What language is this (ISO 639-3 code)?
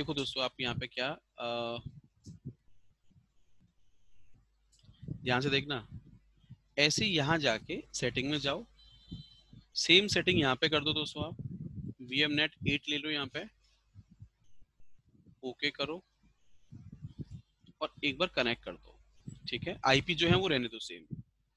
hin